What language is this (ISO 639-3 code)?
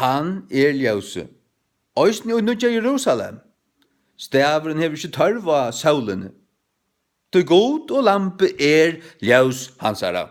fao